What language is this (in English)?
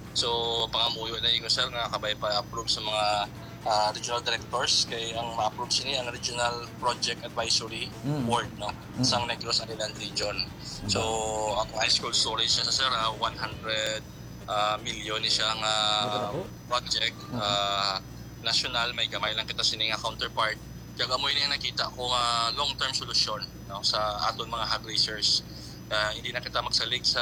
Hiligaynon